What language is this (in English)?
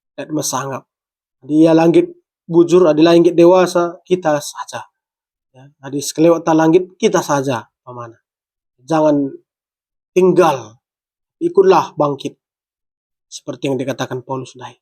Batak Karo